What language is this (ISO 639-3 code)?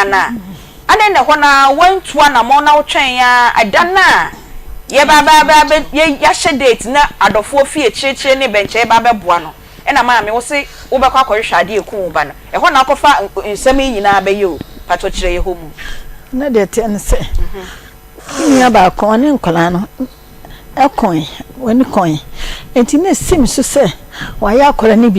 aka